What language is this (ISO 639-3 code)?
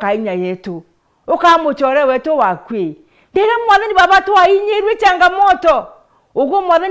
mer